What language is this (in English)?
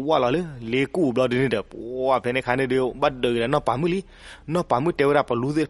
S'gaw Karen